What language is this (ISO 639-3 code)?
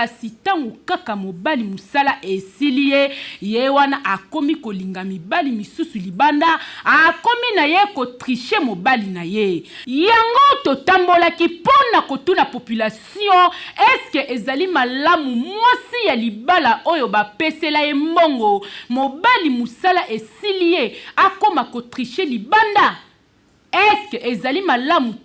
lin